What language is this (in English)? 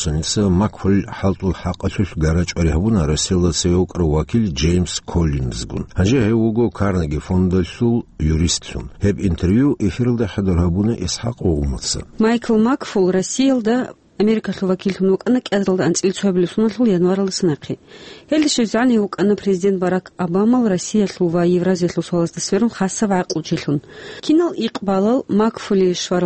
Avaric